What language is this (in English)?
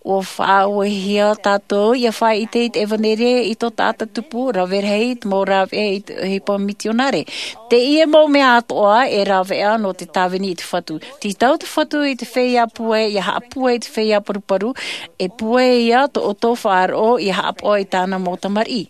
Tahitian